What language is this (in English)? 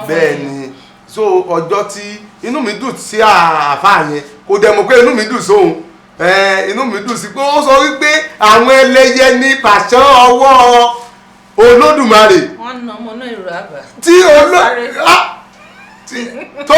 Yoruba